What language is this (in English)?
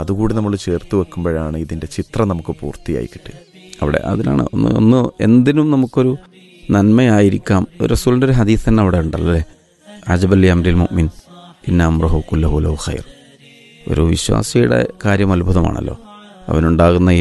Malayalam